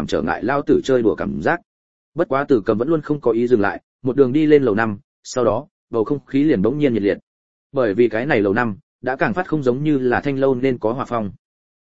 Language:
Vietnamese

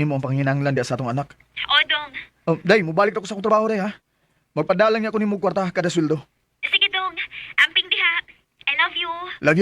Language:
Cebuano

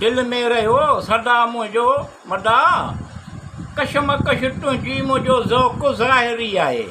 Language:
Sindhi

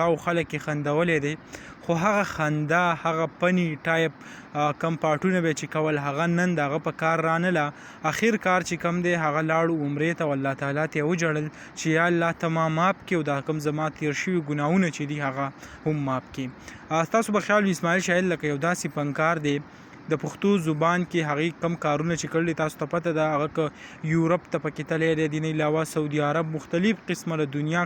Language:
Pashto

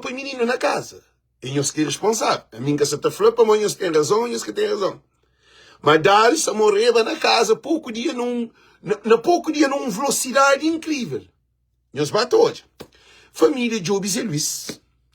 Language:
Kabuverdianu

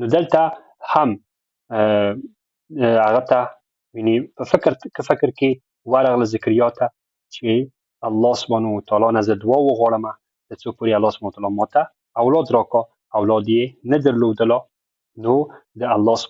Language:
Pashto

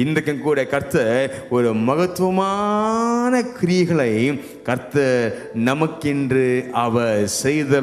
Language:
Tamil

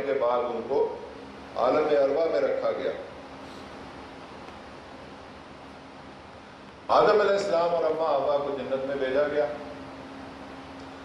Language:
Urdu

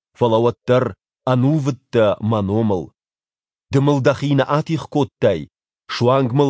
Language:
Ossetic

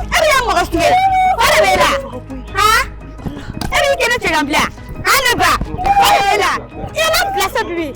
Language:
Bambara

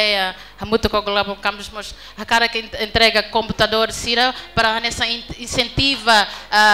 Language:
Tetum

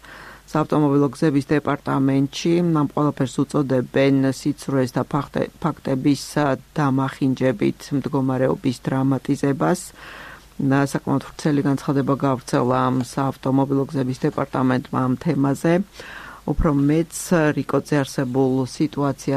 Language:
Georgian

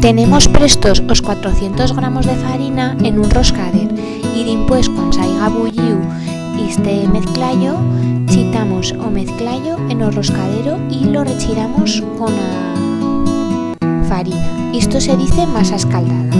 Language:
Aragonese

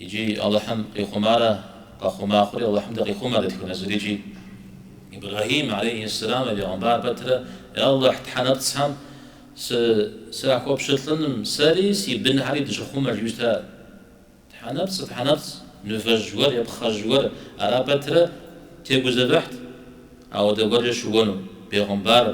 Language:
Kabardian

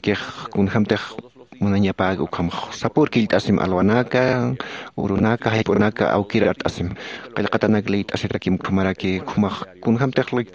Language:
Aymara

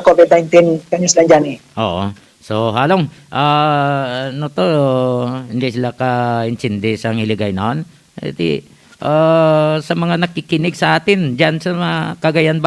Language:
Hiligaynon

